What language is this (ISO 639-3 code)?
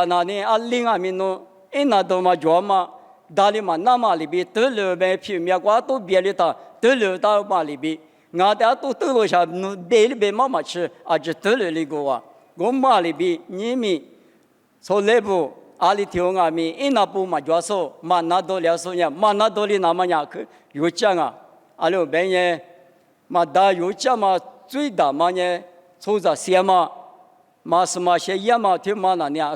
lis